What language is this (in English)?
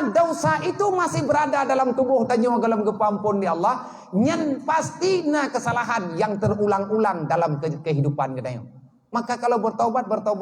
Achinese